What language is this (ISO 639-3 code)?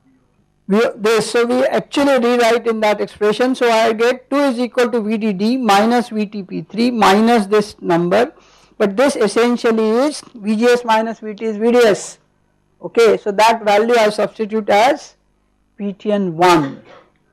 eng